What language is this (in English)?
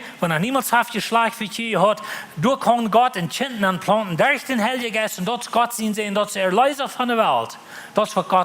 Plautdietsch